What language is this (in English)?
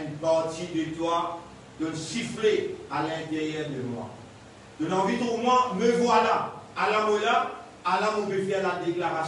Morisyen